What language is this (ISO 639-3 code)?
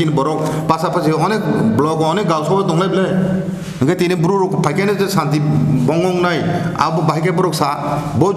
trp